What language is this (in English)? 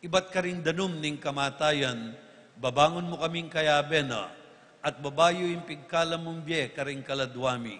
Pampanga